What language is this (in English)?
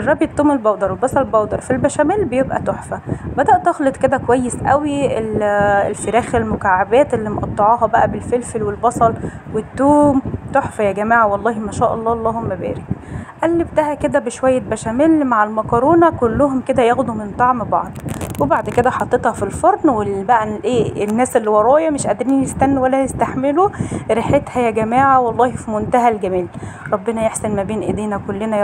Egyptian Arabic